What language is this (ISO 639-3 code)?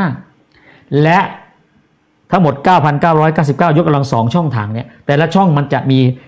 tha